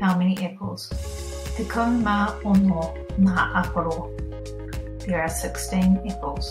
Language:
Māori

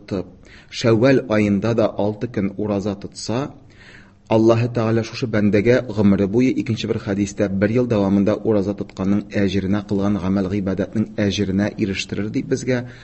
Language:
Tatar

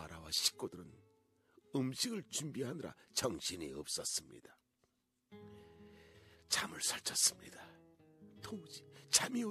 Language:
Korean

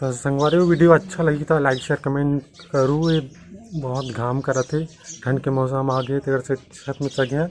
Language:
Chhattisgarhi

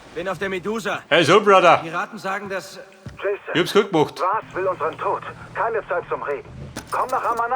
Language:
Bavarian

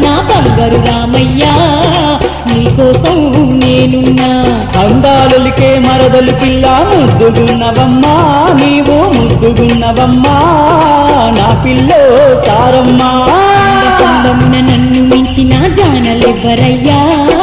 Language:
Telugu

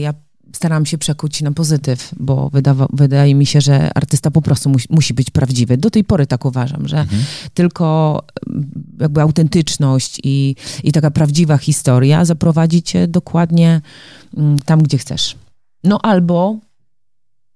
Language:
Polish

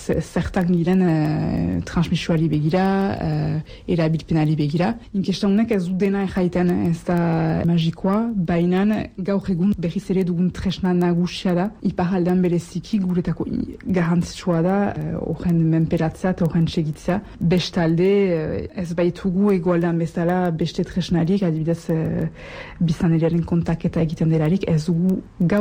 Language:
Basque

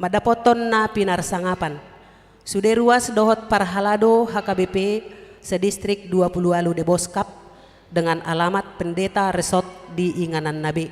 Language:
Batak Toba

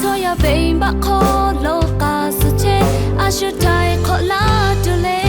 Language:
Lahu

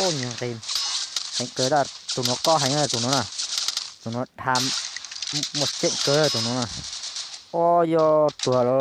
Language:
Hmong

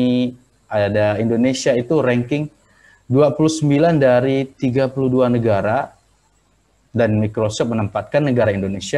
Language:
Indonesian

